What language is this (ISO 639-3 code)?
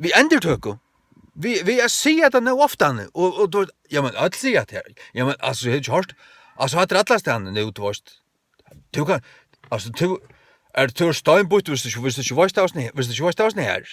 fao